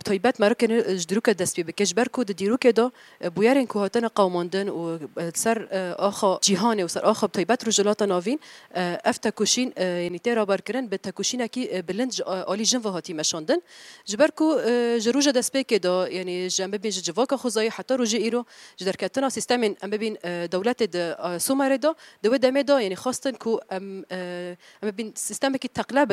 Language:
Kurdish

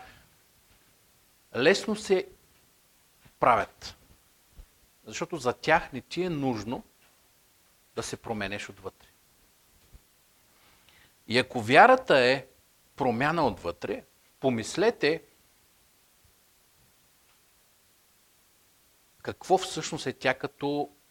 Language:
Bulgarian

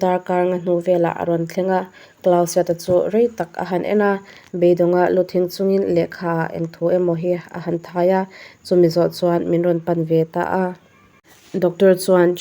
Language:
Mizo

